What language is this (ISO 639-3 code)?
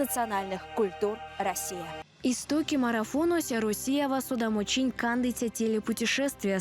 myv